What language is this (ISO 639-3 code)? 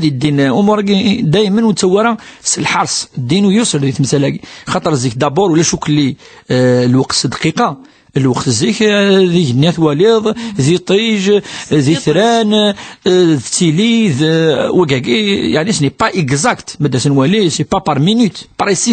kab